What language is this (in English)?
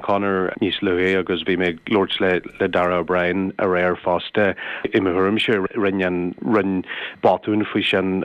Irish